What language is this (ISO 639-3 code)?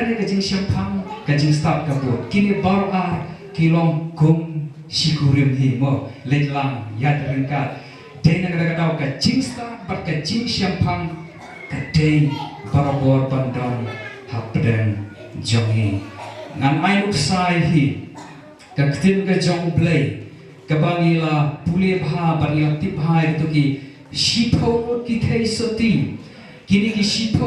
kha